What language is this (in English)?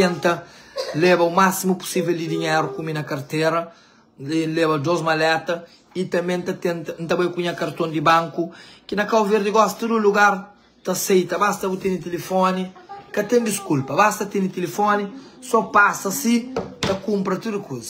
Kabuverdianu